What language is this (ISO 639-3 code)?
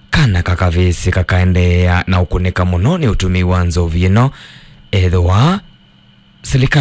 kam